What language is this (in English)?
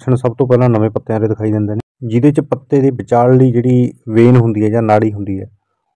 Punjabi